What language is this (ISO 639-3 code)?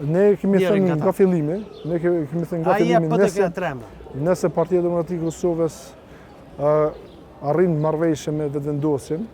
sqi